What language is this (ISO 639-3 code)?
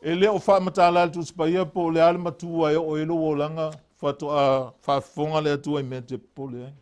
smo